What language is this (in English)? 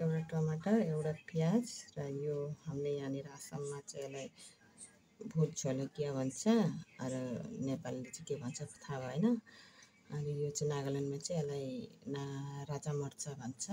Nepali